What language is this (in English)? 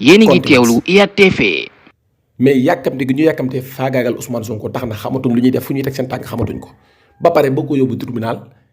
Wolof